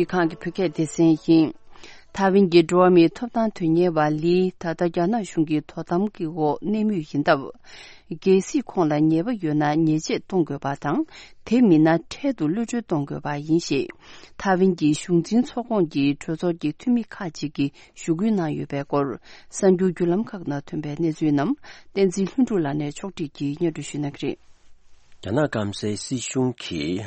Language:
Tibetan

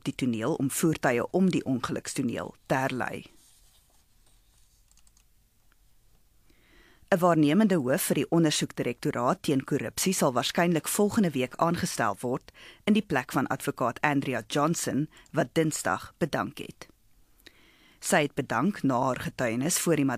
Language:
Afrikaans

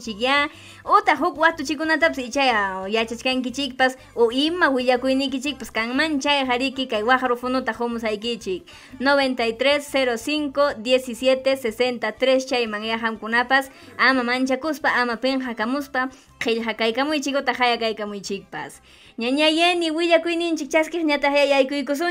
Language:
Ayacucho Quechua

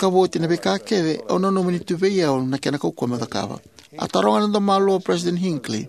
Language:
Fijian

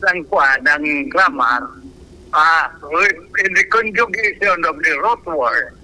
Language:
Bikol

